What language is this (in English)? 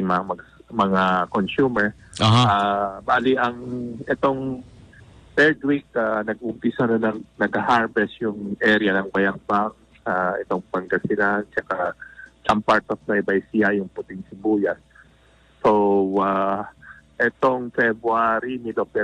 Filipino